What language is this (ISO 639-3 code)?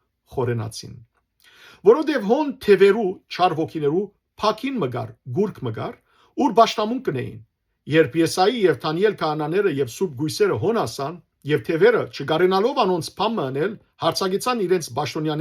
hyw